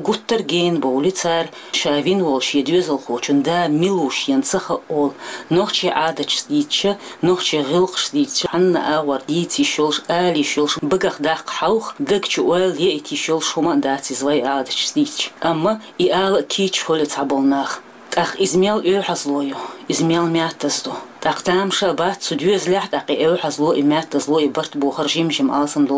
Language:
Chechen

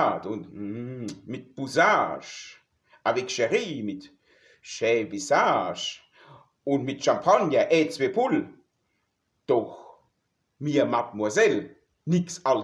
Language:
Palatine German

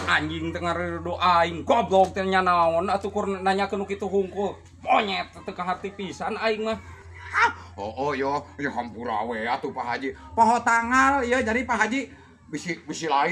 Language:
Sundanese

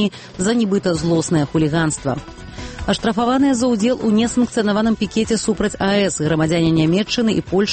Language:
Belarusian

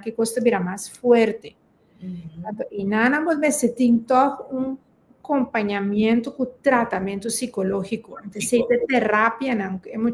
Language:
Papiamento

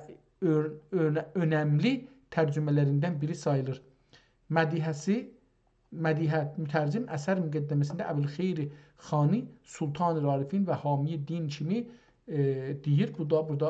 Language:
South Azerbaijani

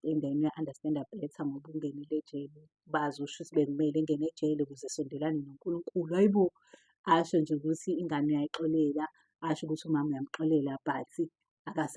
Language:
Zulu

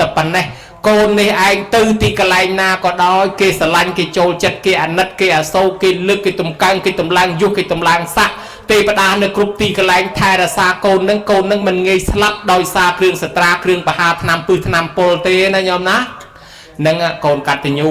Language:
Khmer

